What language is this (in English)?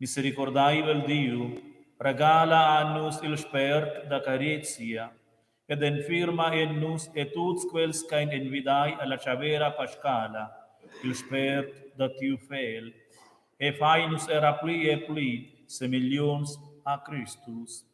Romansh